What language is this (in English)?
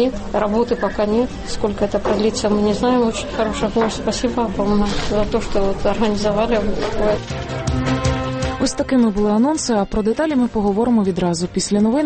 Ukrainian